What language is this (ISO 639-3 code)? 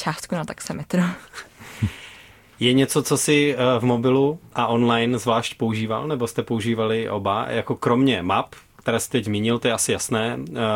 ces